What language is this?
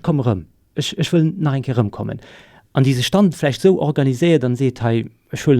Luxembourgish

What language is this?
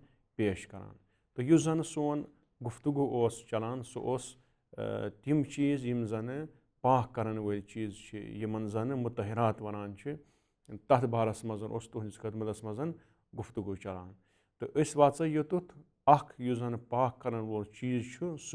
Kashmiri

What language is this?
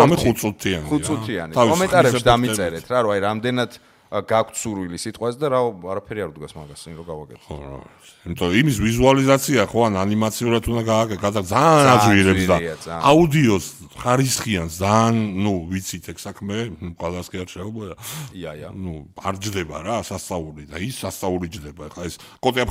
Georgian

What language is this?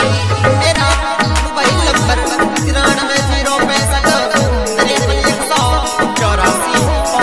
Haryanvi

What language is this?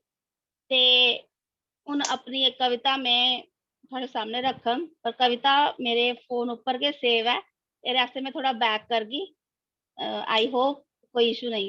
Dogri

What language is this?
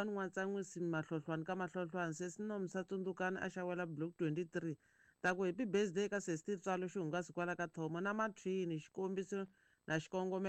Tsonga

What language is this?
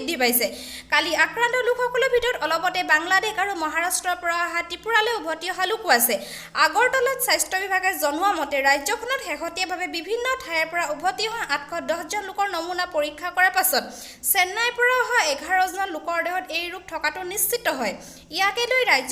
Assamese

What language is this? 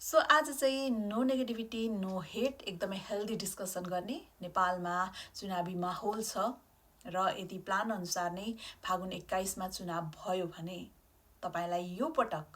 Nepali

